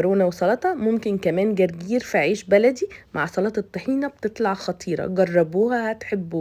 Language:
Egyptian Arabic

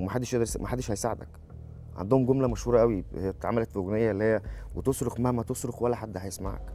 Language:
Egyptian Arabic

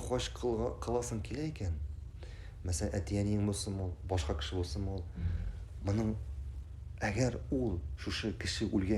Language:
Tatar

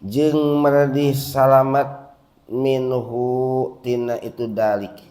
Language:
Sundanese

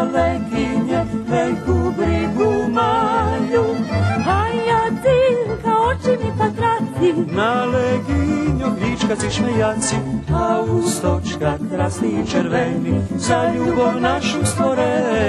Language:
Rusyn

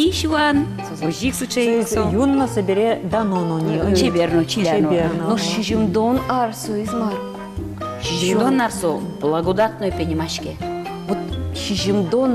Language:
Udmurt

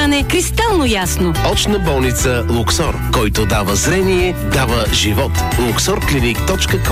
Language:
Bulgarian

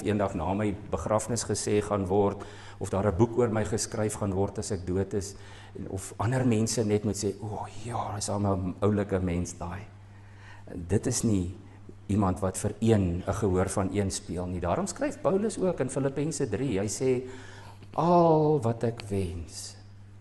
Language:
Afrikaans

